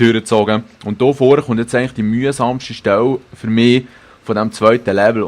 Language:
Swiss German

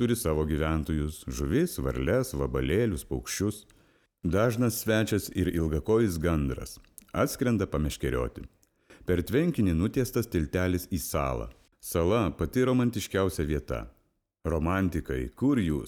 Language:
Lithuanian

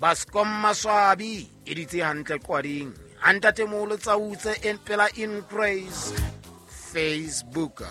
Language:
Southern Sotho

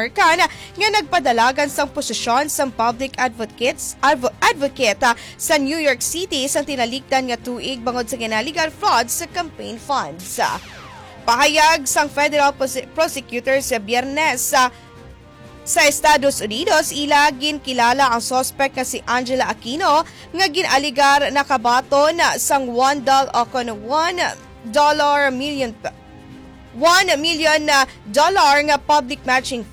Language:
Hiligaynon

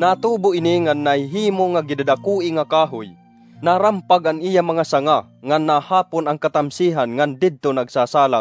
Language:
Waray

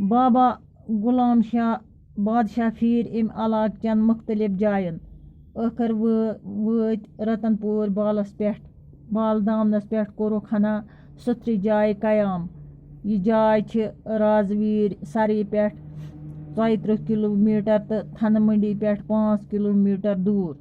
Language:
Kashmiri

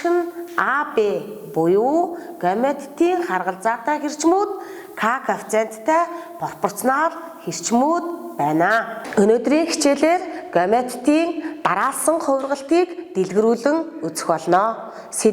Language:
Mongolian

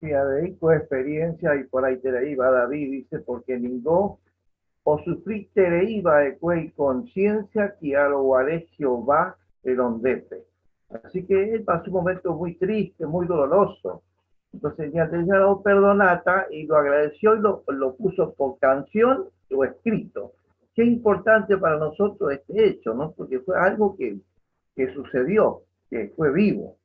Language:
Guarani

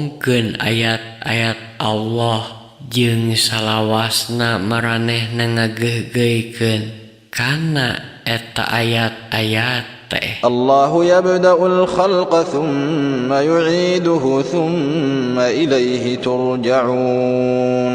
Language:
Sundanese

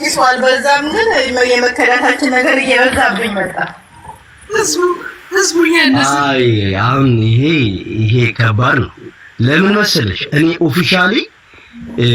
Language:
Amharic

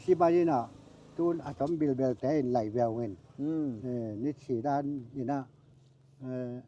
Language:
Tedim Chin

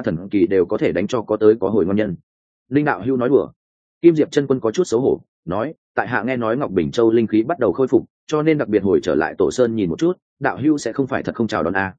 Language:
Vietnamese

